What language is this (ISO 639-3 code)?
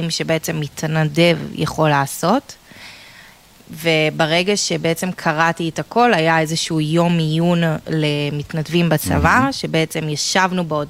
heb